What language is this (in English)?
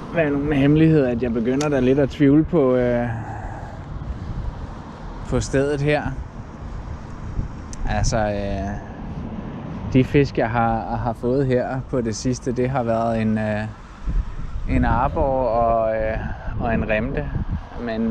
Danish